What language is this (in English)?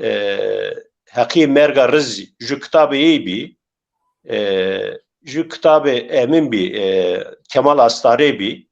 Zaza